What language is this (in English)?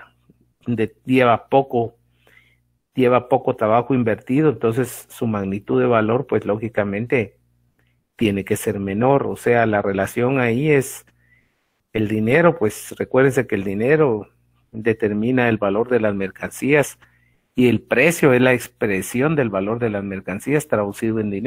Spanish